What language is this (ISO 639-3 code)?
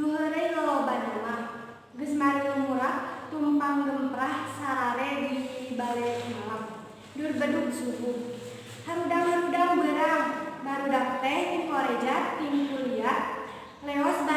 sun